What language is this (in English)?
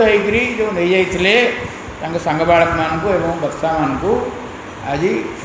Odia